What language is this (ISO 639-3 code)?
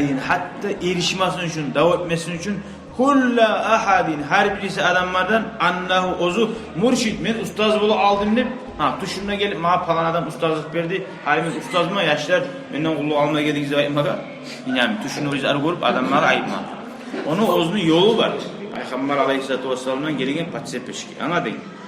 kum